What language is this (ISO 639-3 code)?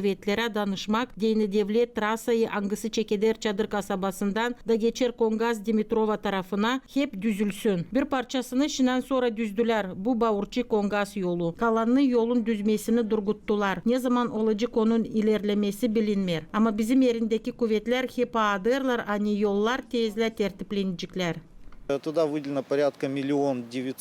gag